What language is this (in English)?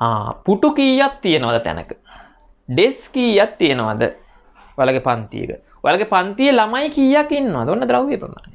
Sinhala